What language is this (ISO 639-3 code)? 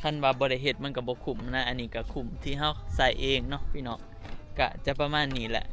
tts